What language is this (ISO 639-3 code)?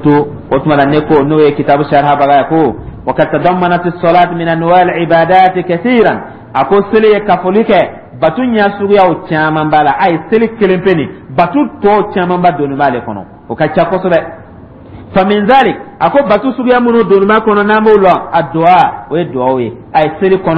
dyu